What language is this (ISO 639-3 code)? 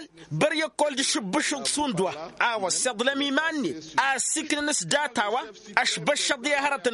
taq